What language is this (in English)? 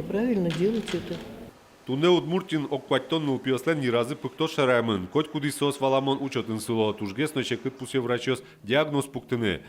Udmurt